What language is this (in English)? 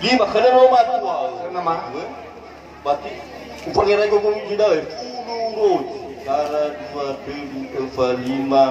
Nias